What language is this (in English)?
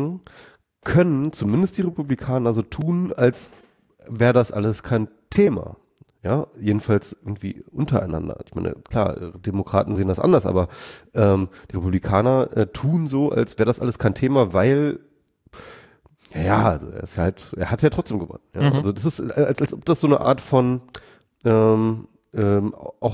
German